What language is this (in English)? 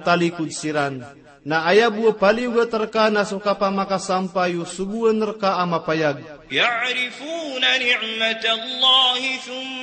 Maranao